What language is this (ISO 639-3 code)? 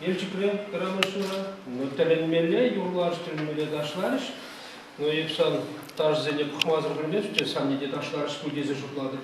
chv